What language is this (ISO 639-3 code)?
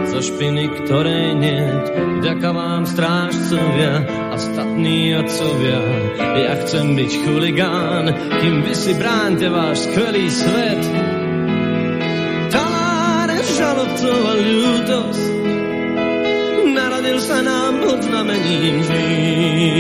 slk